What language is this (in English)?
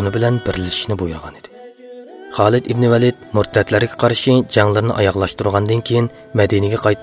Uyghur